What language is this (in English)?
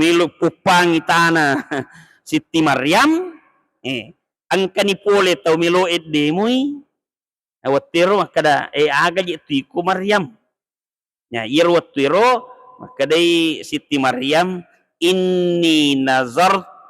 Buginese